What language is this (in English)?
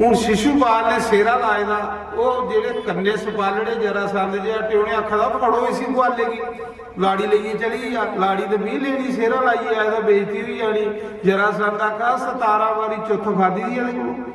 Dogri